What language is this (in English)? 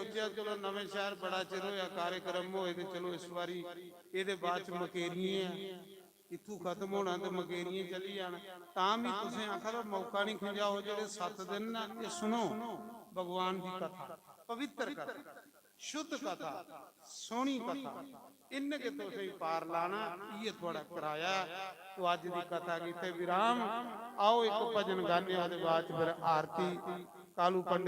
Dogri